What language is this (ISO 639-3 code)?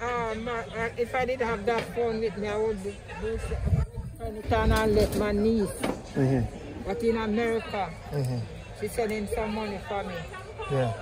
jam